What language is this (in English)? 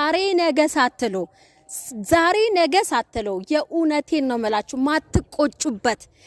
Amharic